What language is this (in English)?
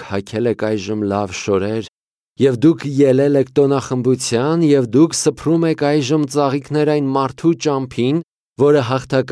Armenian